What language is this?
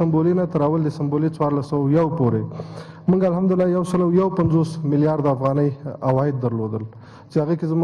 Pashto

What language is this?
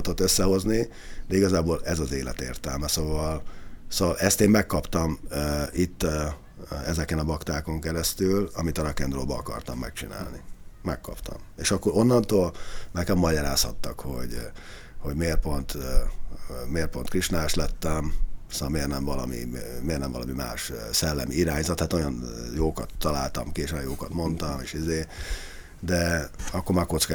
Hungarian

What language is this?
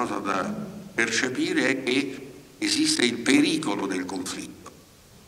Italian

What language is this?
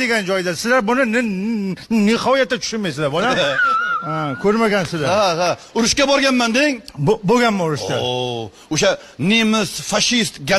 Uzbek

